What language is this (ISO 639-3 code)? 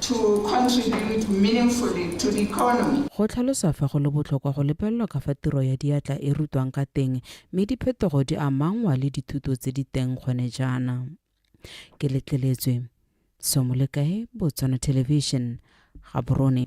tsn